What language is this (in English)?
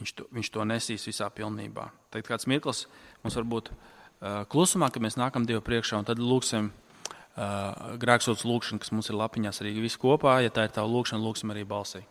Latvian